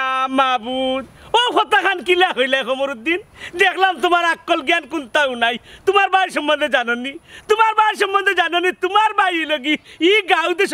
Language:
Sylheti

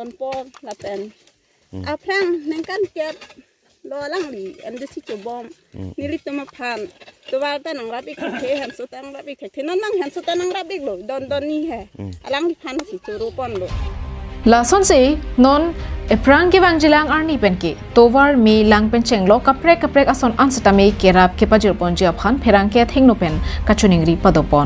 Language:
Karbi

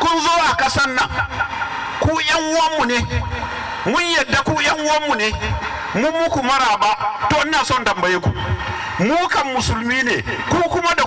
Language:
Hausa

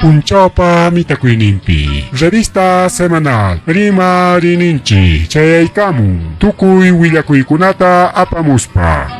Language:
Ayacucho Quechua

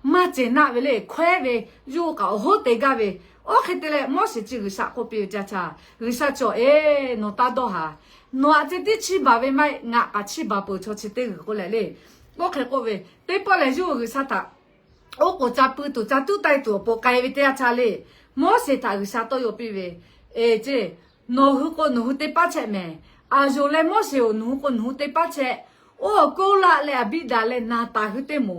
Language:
Lahu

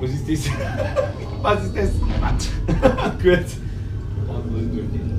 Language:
Bavarian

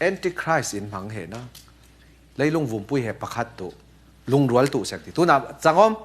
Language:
Falam Chin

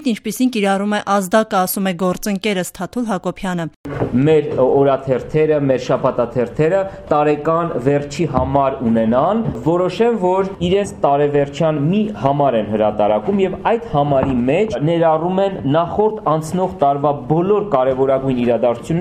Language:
Armenian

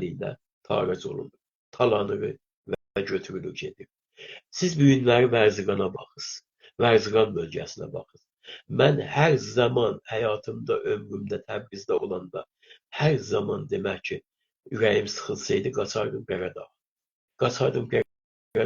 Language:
South Azerbaijani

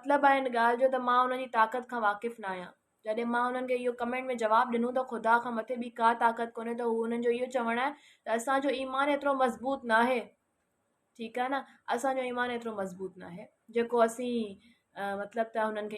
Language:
Sindhi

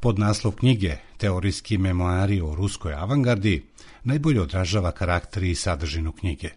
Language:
Serbian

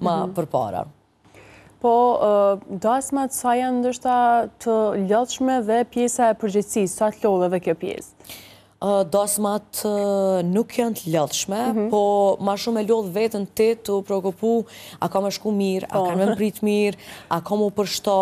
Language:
Albanian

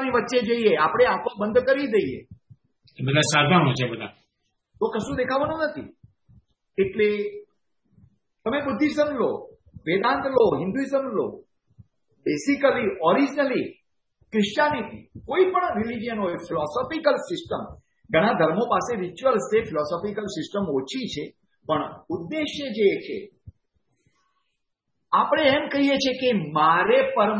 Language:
Gujarati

